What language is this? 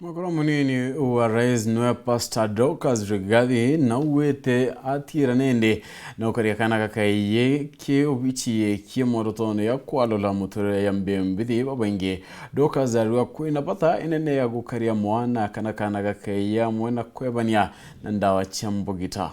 Meru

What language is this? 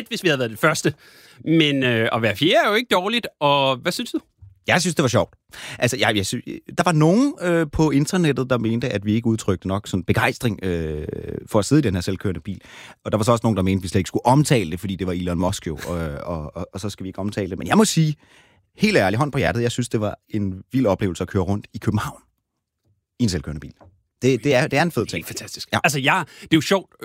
Danish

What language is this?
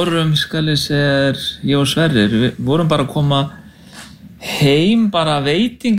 Icelandic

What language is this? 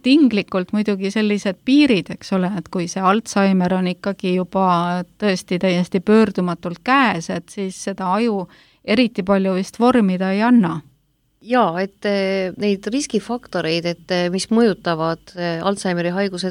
Estonian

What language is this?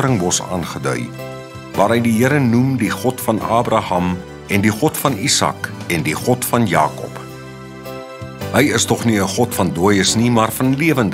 Afrikaans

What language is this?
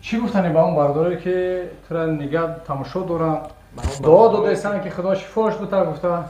Tajik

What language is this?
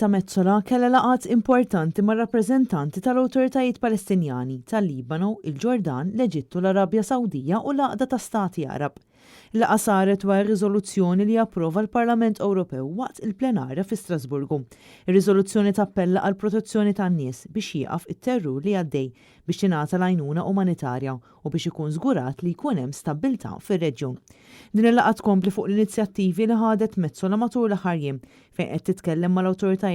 Maltese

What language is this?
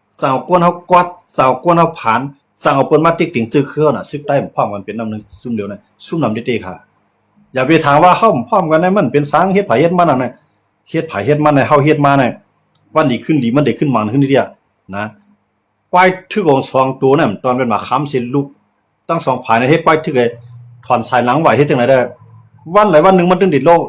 Shan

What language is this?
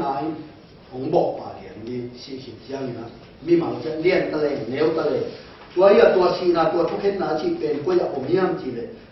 Tedim Chin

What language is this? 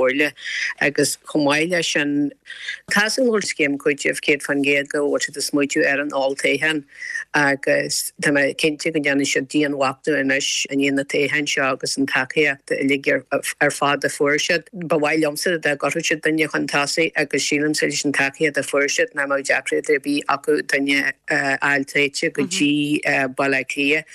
Irish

